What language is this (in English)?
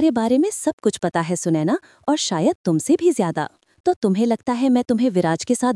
Hindi